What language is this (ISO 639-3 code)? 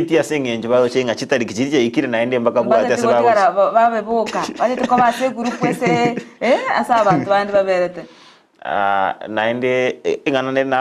guz